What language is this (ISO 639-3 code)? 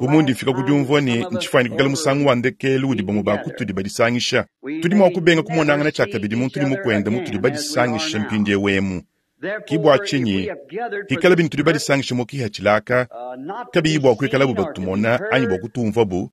lua